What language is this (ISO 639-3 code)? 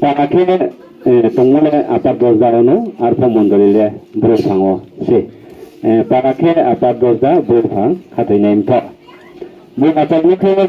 ria